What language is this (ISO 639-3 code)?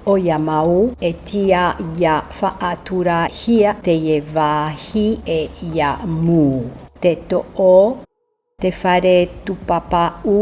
tah